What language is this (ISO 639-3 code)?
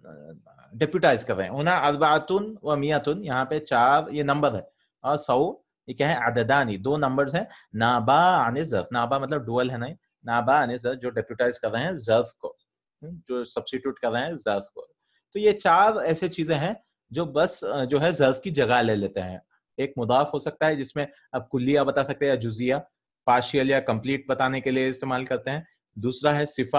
urd